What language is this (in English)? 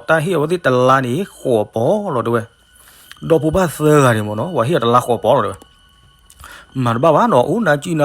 S'gaw Karen